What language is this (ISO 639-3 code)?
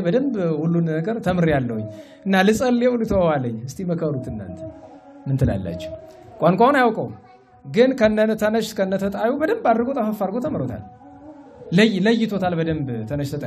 amh